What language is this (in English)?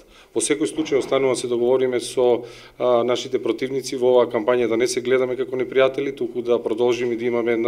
Macedonian